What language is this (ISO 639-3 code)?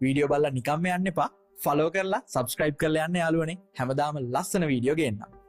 sin